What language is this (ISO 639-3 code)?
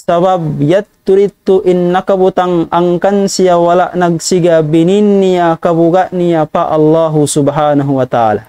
tsg